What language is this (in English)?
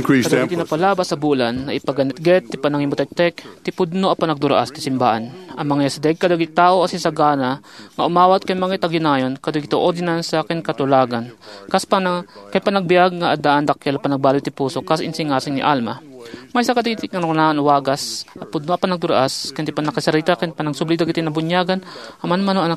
Iloko